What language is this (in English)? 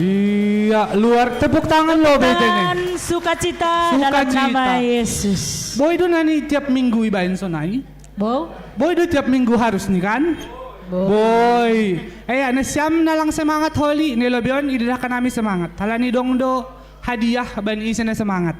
Batak Simalungun